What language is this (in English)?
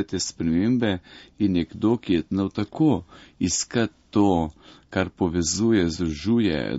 Slovenian